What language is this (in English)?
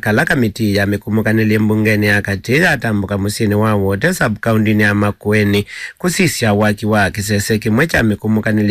Kamba